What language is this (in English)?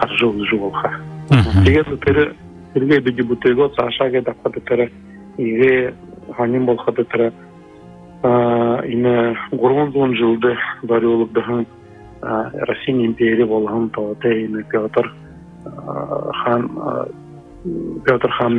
Buriat